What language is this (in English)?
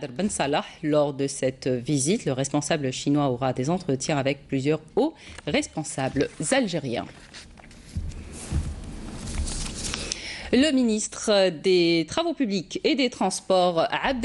French